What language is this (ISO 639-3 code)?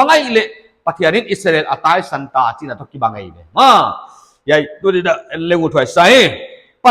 pck